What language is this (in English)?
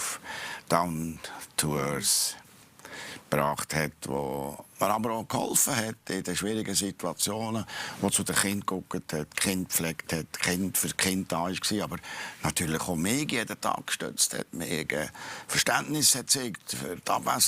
Swiss German